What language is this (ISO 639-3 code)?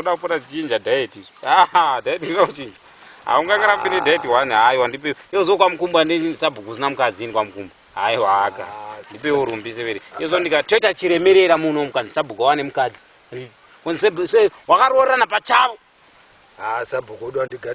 sna